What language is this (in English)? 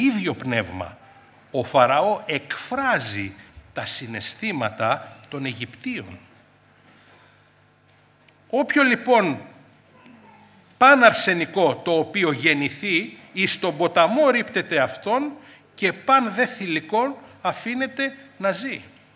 Greek